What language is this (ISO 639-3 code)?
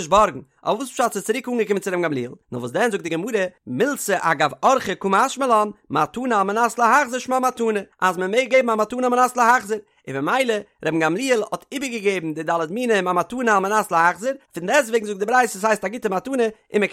yid